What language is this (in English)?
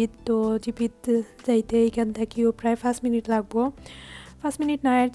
Sylheti